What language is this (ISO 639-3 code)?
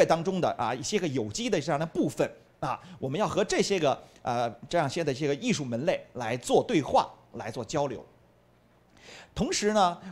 zho